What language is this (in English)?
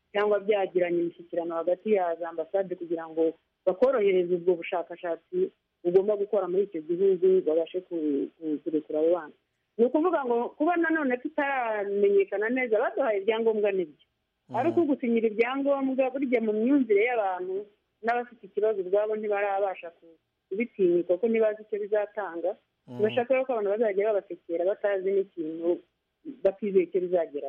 Kinyarwanda